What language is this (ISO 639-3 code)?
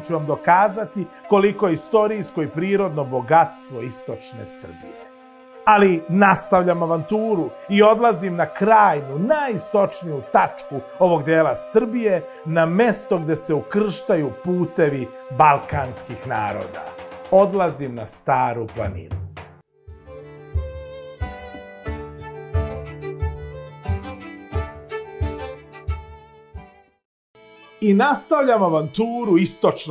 srp